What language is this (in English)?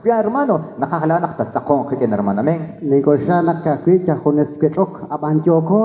Kekchí